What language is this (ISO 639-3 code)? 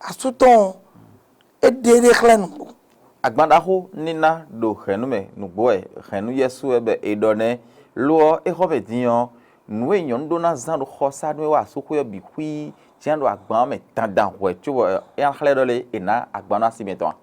fon